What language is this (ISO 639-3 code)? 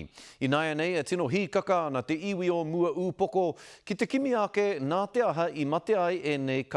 mri